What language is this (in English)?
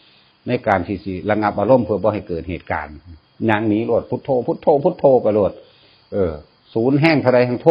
Northeastern Thai